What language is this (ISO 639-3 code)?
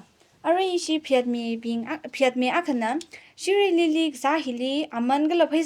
nmf